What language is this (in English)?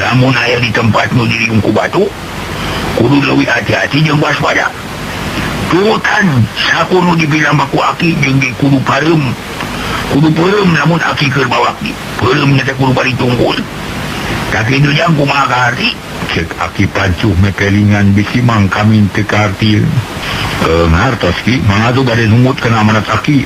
Sundanese